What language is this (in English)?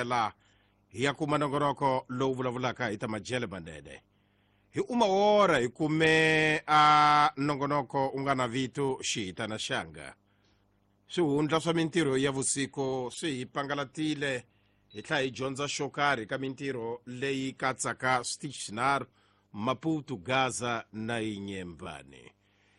Tsonga